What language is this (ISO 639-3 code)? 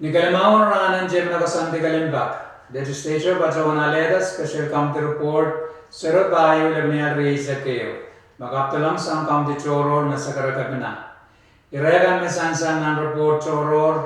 pon